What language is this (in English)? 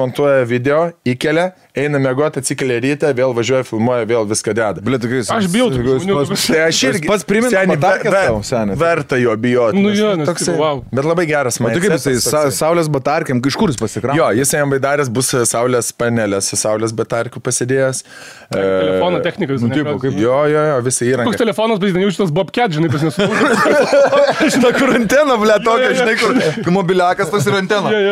Lithuanian